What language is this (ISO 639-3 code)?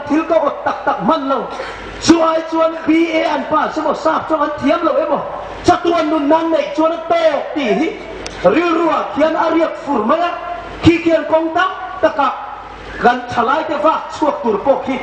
hmr